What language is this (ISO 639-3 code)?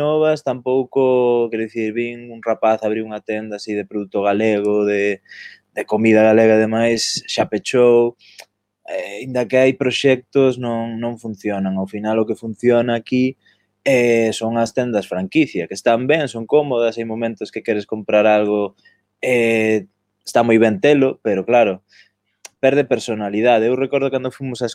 glg